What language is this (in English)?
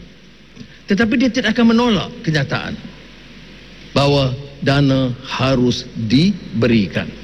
Malay